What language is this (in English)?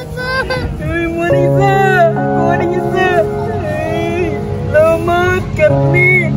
Cebuano